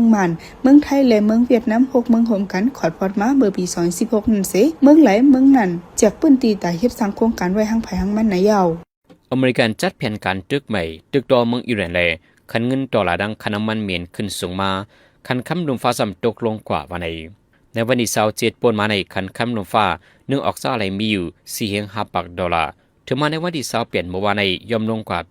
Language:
Shan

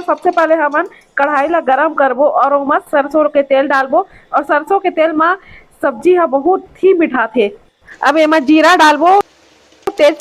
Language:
Chhattisgarhi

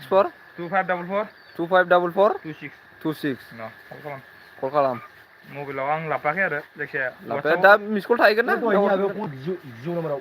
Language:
Bodo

